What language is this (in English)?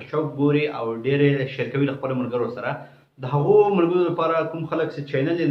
Pashto